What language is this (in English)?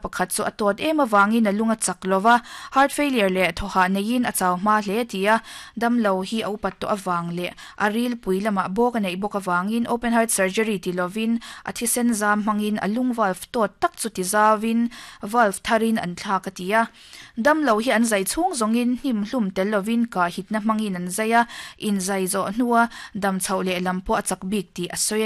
Mizo